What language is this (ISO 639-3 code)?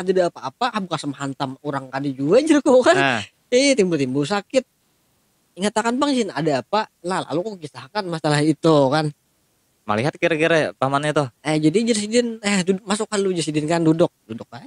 bjn